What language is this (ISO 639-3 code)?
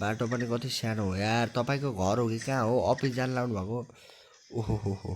nep